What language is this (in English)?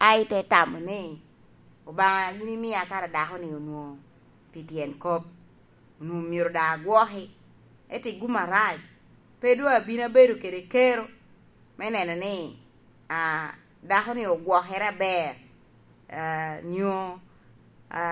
Lango (Uganda)